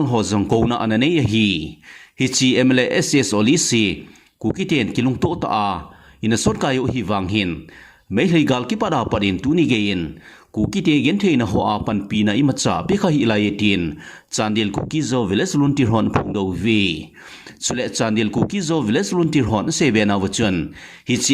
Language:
Thado Chin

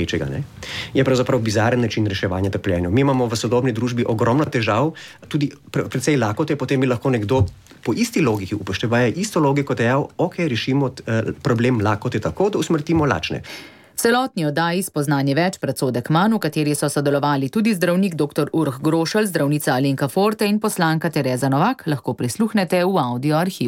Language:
Slovenian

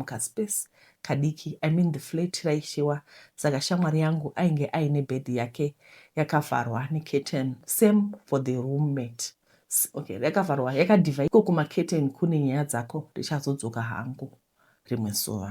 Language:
Shona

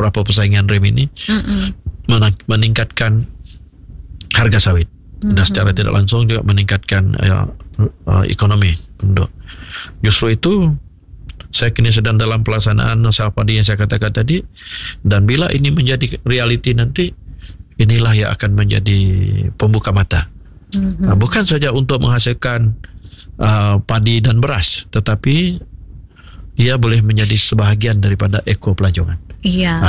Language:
Malay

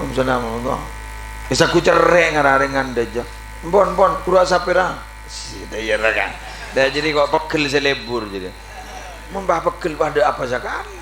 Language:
Madurese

